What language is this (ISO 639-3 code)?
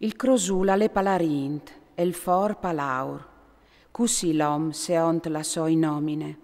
fur